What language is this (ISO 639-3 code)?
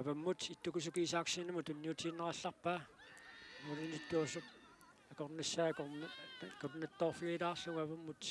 kal